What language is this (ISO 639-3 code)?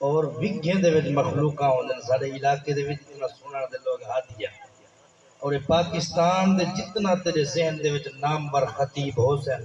skr